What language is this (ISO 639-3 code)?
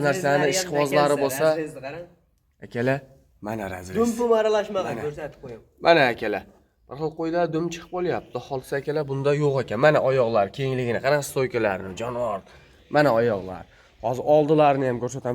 uzb